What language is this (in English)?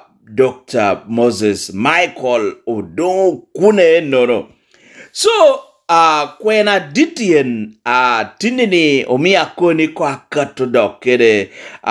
Lango (Uganda)